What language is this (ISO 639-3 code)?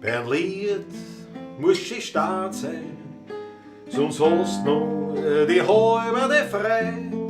bar